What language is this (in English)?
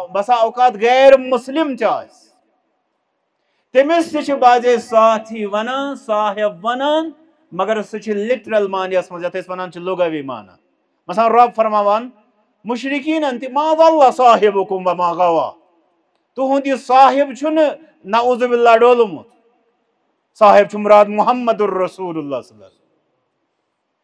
Kashmiri